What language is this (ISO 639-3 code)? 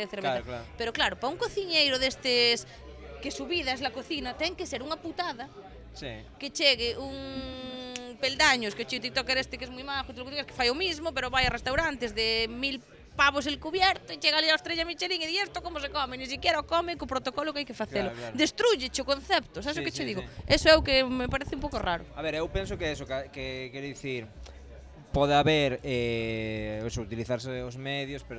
glg